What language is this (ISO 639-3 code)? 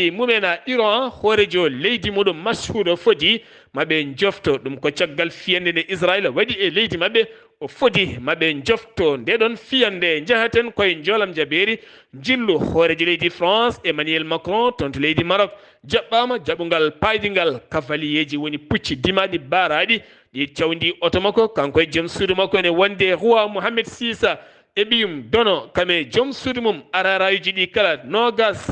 ful